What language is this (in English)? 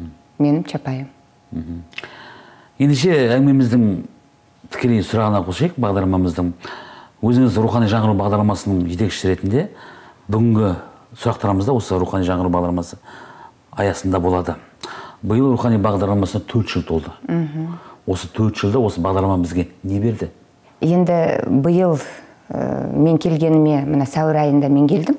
Kazakh